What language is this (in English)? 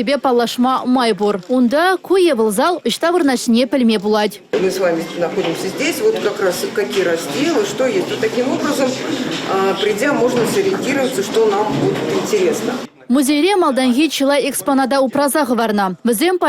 Chuvash